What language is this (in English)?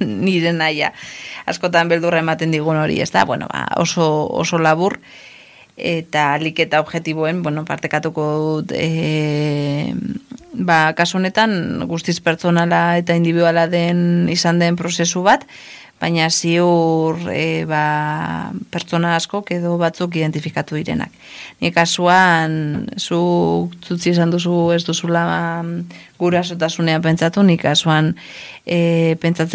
Basque